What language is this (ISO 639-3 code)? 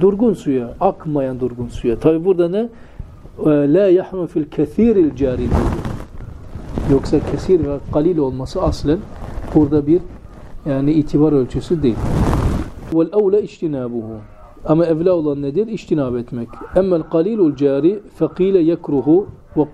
tur